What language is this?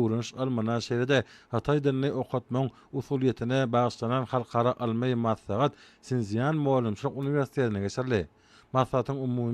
Turkmen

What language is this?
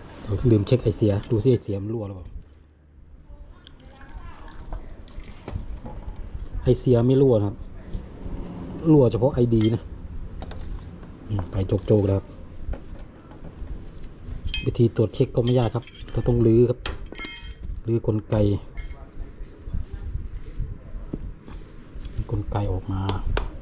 Thai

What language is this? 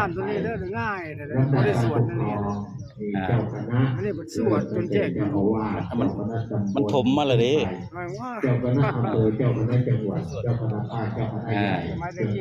Northeastern Thai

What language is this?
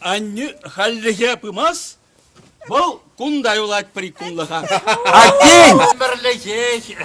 Chuvash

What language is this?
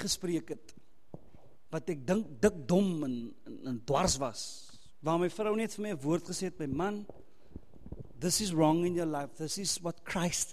Afrikaans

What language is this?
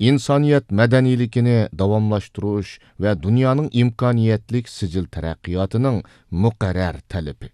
Uyghur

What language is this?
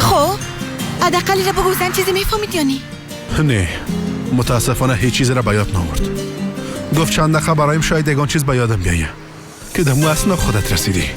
Persian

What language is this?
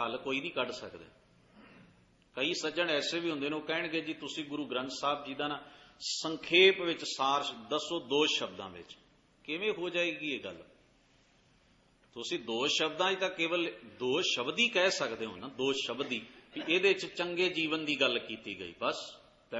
Punjabi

